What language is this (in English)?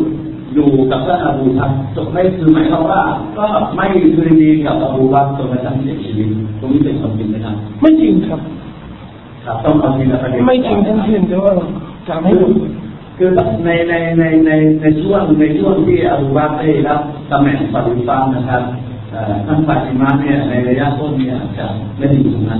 Thai